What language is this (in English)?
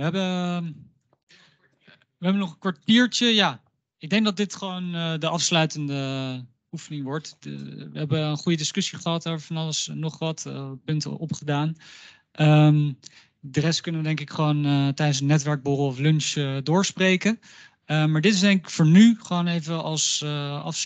Dutch